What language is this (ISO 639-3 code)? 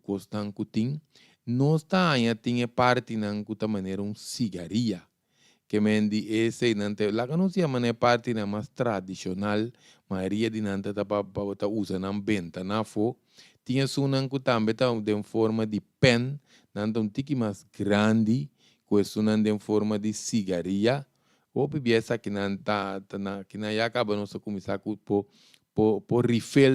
pap